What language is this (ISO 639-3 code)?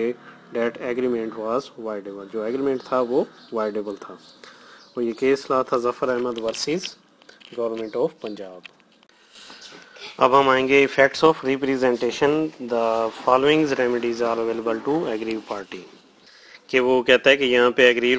urd